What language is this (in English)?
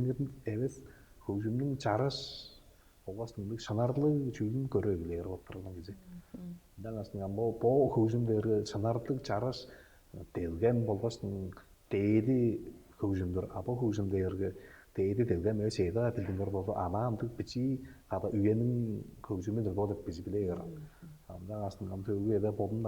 Tuvinian